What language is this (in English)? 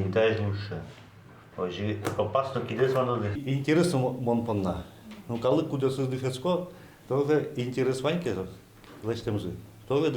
Udmurt